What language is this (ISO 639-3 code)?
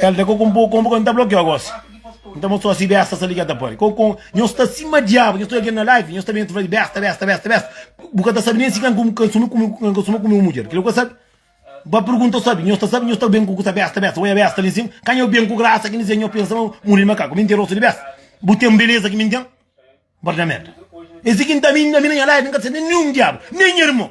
kea